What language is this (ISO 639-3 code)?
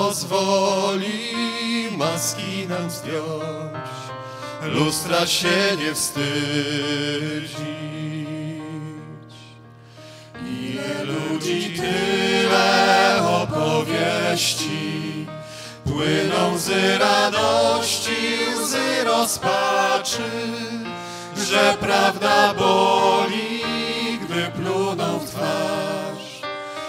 pol